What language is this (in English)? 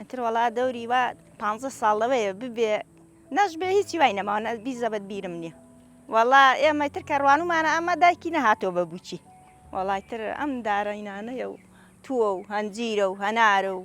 Central Kurdish